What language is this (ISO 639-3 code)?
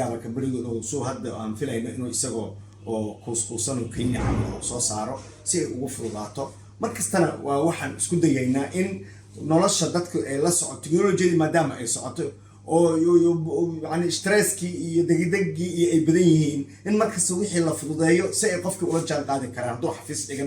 som